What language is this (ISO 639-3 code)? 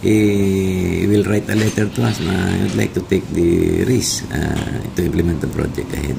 hil